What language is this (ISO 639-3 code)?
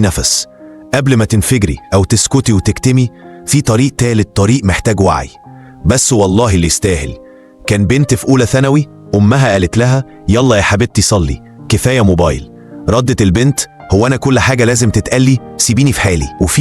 arz